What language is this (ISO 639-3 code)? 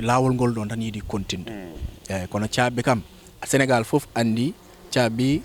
ful